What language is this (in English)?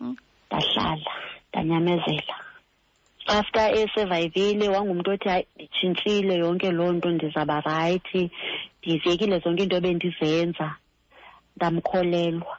Xhosa